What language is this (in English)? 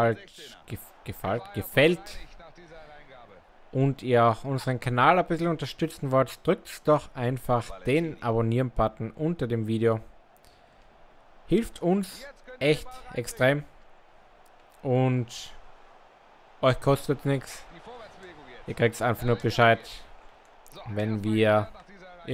German